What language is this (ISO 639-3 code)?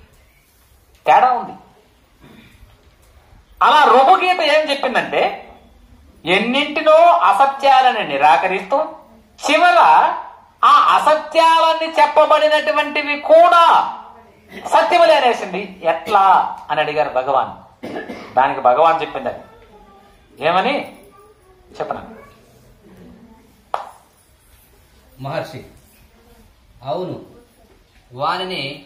tel